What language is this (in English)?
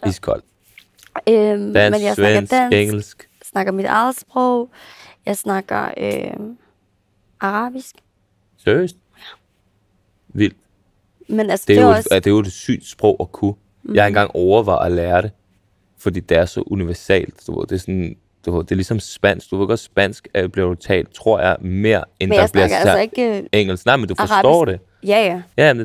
Danish